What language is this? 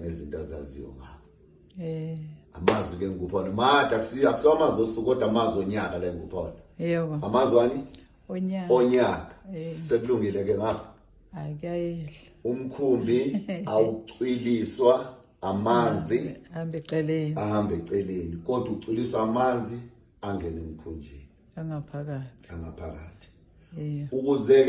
Zulu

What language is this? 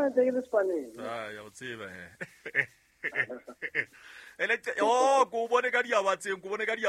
Southern Sotho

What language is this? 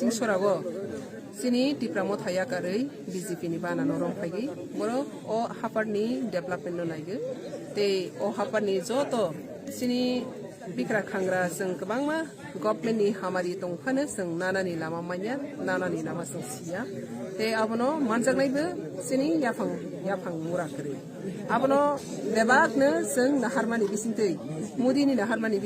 Kok Borok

